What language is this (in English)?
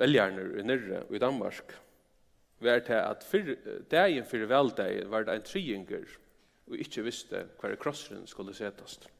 Faroese